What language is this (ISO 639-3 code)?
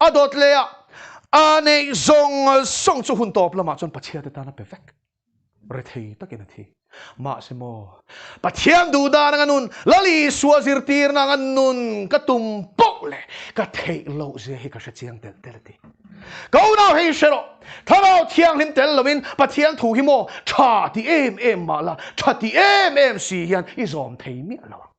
lus